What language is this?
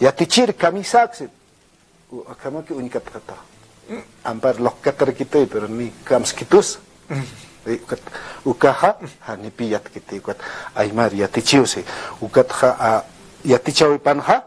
Aymara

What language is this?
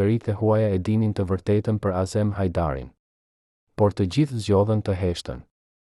Albanian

